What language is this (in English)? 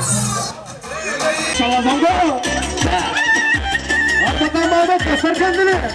Turkish